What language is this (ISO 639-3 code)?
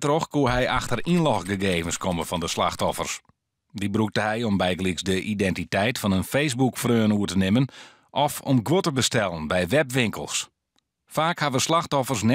fry